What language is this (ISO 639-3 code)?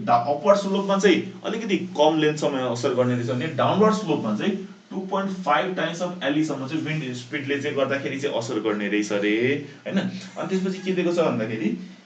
nep